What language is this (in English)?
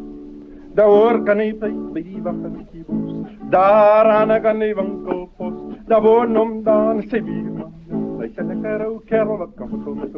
Afrikaans